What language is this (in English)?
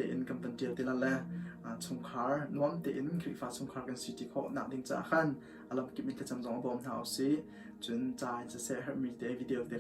Hakha Chin